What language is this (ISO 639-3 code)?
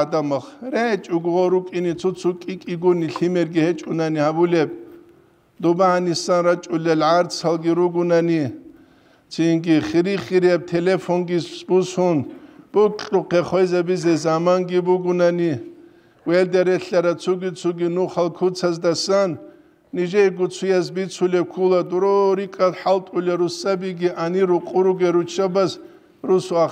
ava